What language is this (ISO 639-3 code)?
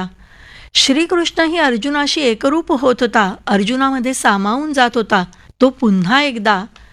mar